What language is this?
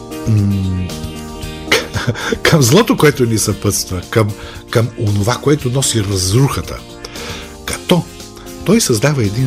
Bulgarian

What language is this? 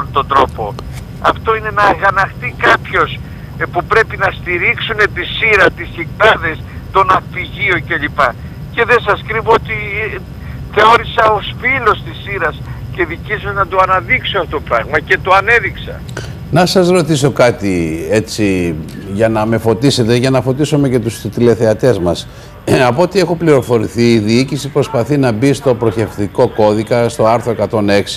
Greek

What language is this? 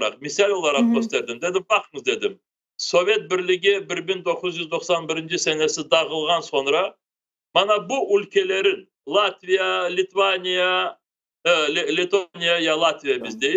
Crimean Tatar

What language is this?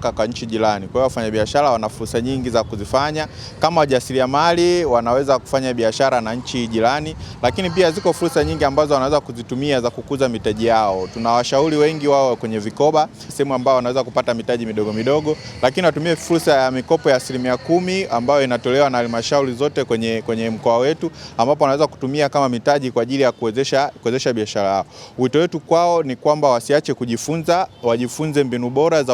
Swahili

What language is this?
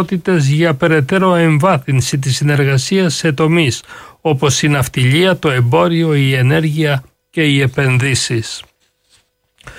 Greek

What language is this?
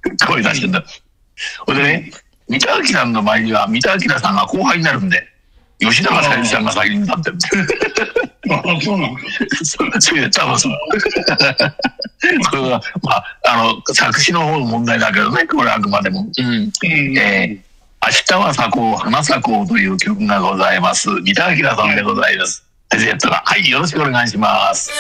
Japanese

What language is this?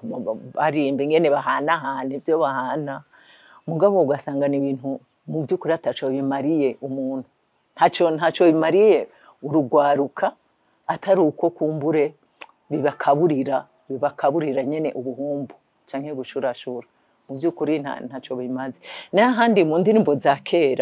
Rundi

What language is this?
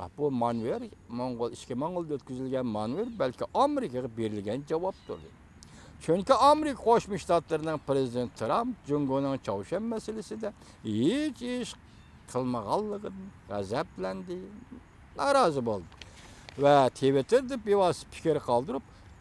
Uyghur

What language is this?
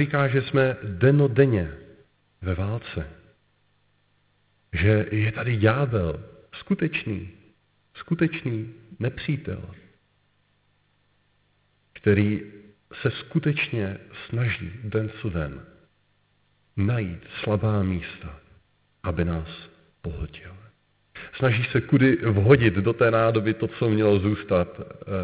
Czech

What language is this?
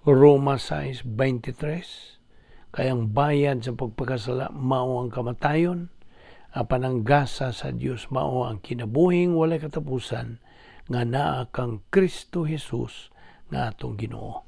Cebuano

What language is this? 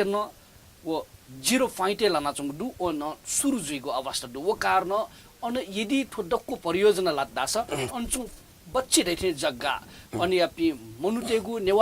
Newari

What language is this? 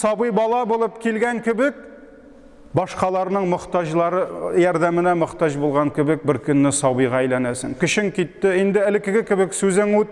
Tatar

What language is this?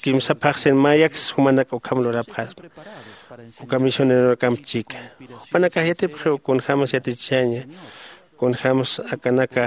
Aymara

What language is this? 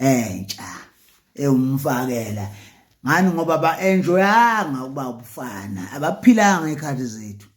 Zulu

